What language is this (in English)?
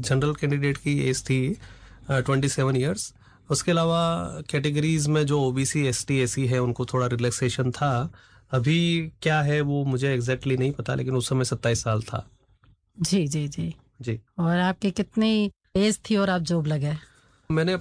Hindi